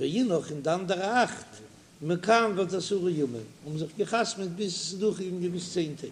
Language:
Yiddish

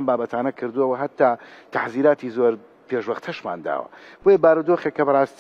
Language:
Central Kurdish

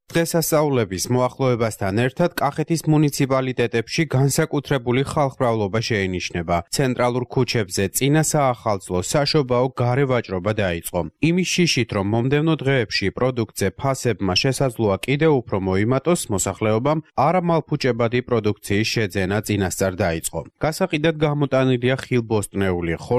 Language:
Georgian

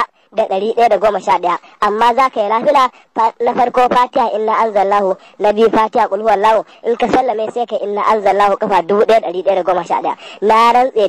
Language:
Hausa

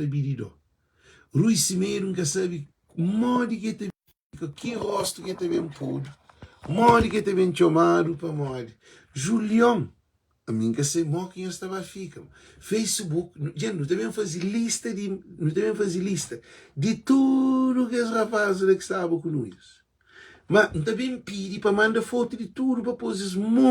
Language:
Kabuverdianu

